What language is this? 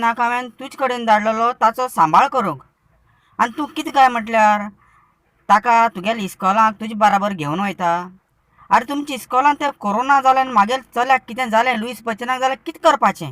Konkani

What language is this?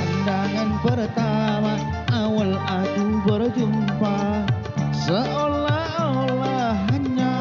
Banjar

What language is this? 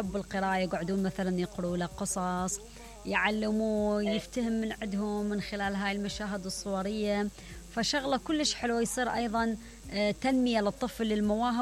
Mesopotamian Arabic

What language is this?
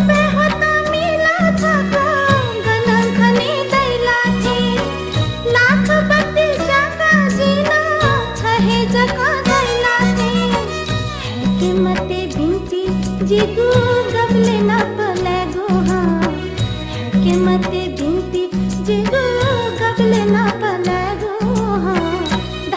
Newari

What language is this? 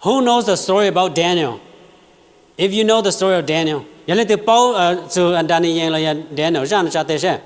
Hmong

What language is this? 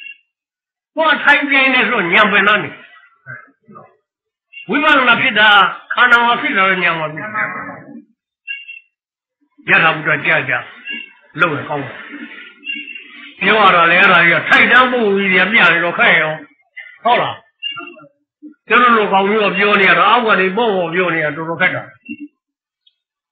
Burmese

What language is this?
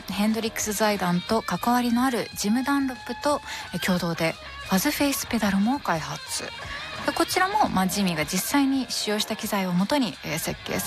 Japanese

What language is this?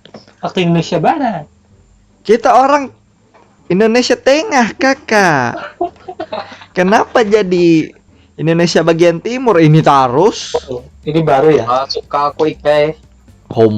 Banjar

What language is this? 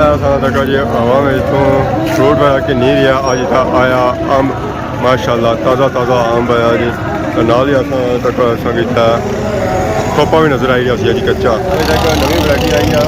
Pahari-Potwari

